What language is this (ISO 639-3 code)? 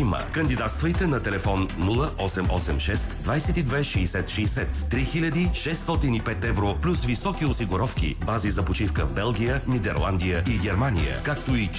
bul